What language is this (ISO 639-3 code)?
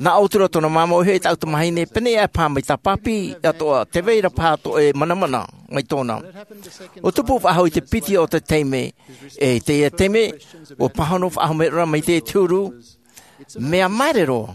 tah